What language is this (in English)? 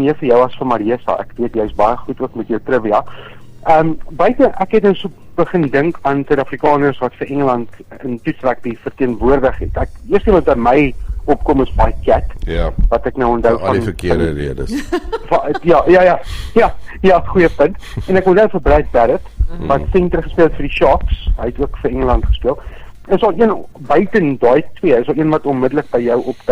Afrikaans